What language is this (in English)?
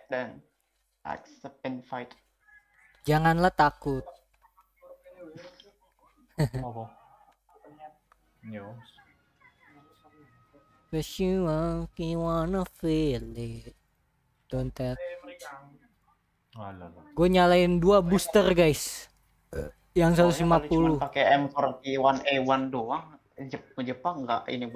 Indonesian